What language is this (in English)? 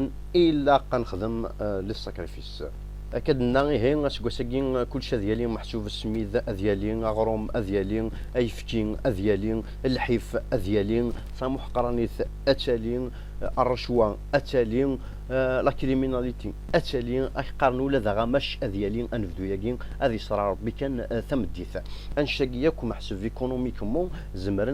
Kabyle